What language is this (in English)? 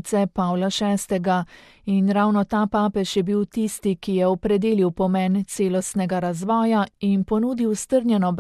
Slovenian